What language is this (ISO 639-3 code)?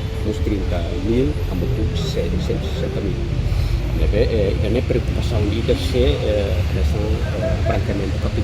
tet